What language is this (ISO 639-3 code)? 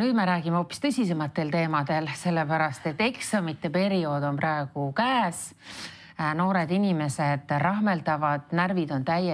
est